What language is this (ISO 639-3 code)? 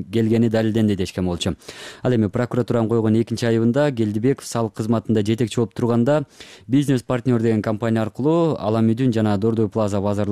kir